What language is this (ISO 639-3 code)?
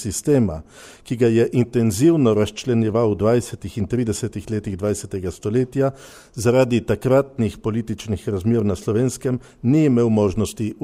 slv